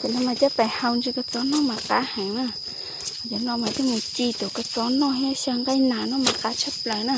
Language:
Hmong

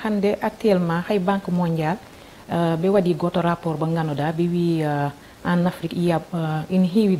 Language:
Fula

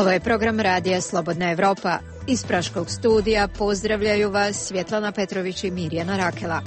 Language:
Croatian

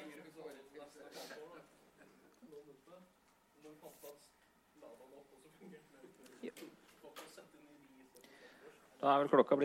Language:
Norwegian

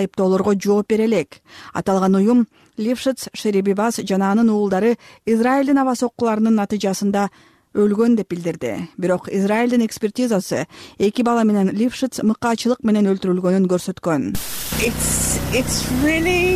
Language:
Kyrgyz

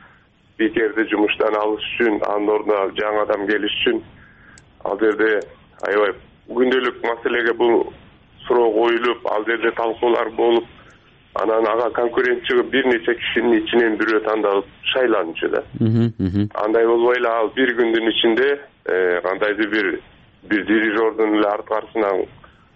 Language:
Kyrgyz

